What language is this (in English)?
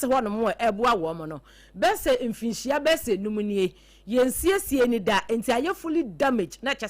Akan